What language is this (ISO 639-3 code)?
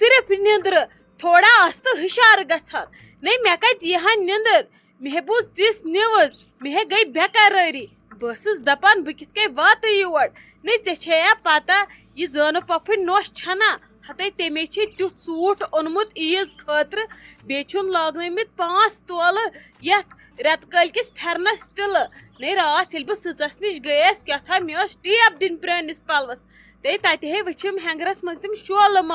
kas